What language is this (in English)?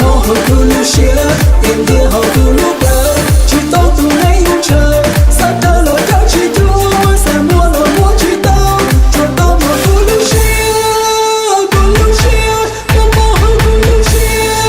Hmong